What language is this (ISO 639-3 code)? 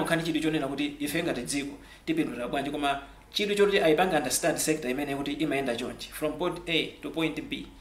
nya